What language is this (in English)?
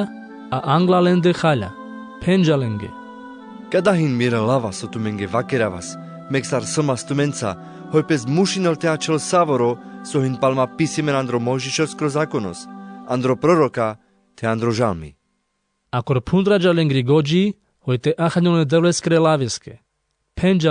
Carpathian Romani